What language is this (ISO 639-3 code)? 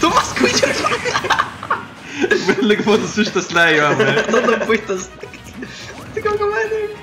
fao